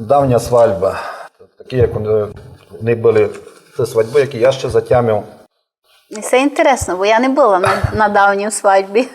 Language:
Rusyn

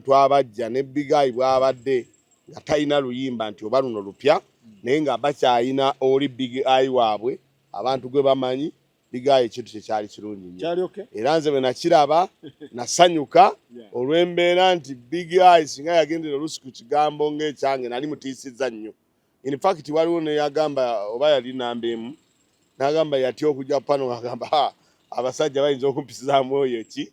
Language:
Ganda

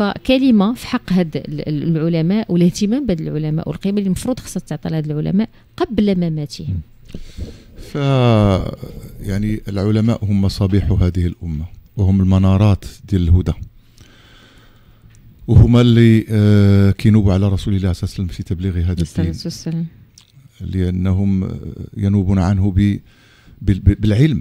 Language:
Moroccan Arabic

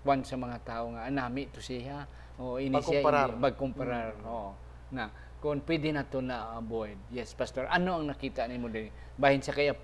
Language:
Hiligaynon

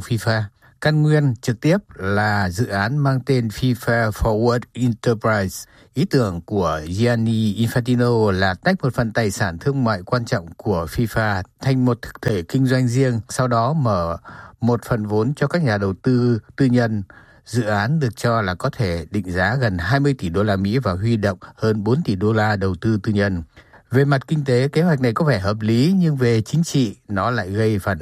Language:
Vietnamese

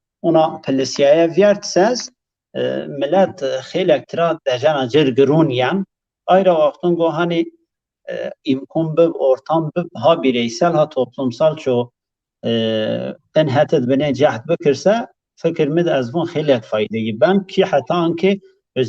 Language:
Zaza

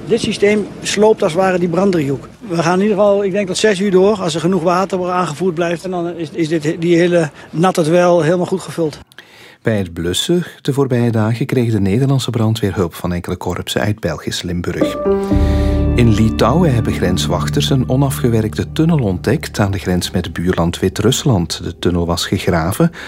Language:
Dutch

